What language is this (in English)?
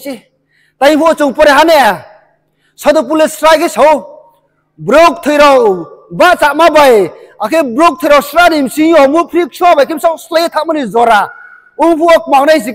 Riang (India)